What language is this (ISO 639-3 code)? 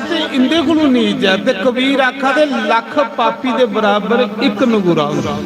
doi